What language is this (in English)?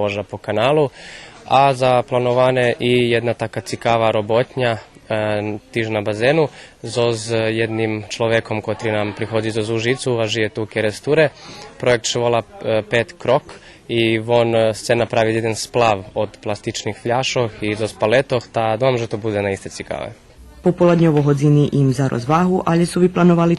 Rusyn